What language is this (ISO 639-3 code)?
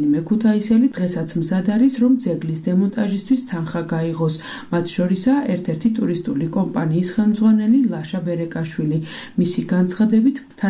kat